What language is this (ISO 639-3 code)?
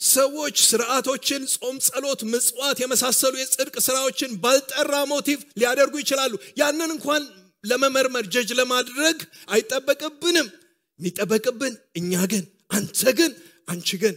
amh